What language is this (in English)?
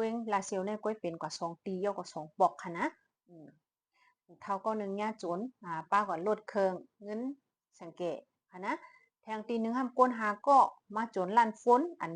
Shan